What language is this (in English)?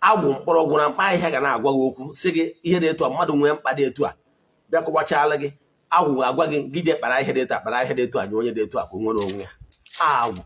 Igbo